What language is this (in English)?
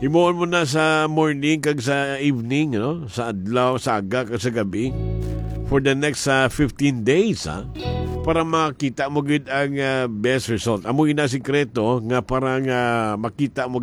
Hiligaynon